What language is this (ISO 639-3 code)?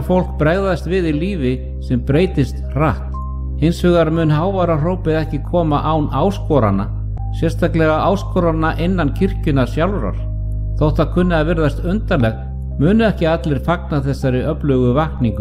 isl